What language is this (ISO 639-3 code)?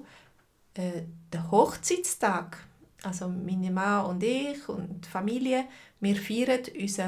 gsw